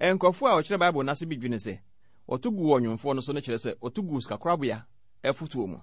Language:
Akan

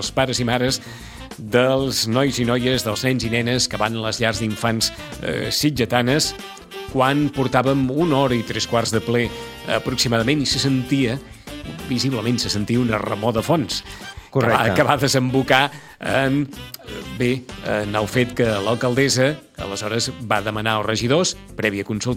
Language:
Catalan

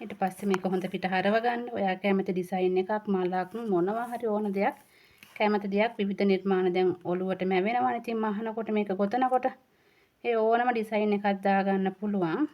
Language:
Sinhala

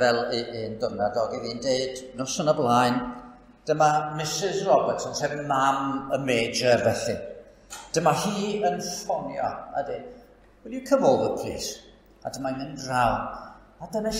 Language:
Welsh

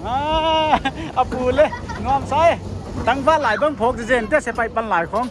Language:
Paite Chin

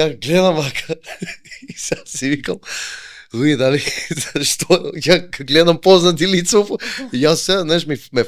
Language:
Macedonian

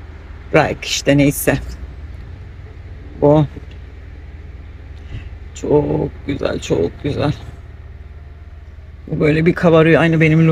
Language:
Turkish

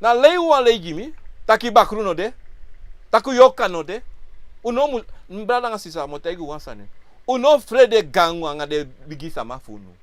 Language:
Sranan Tongo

